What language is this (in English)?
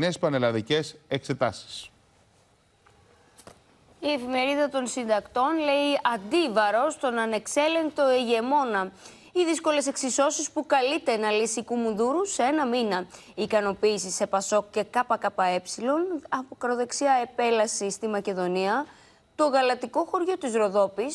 Greek